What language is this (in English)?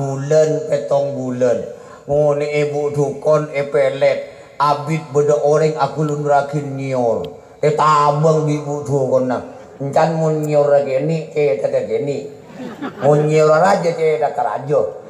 Madurese